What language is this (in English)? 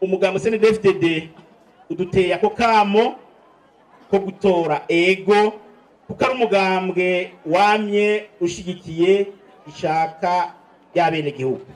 Rundi